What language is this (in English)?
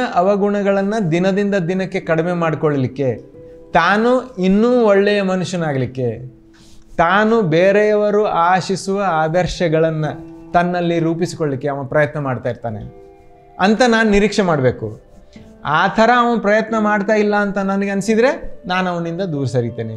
Kannada